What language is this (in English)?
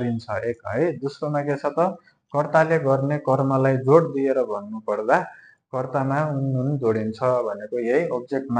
Nepali